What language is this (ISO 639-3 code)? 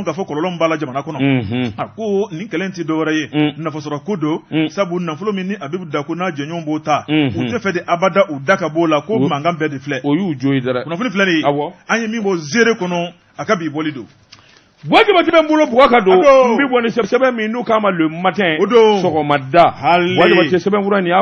bam